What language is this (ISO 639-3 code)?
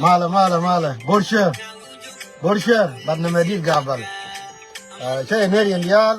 nus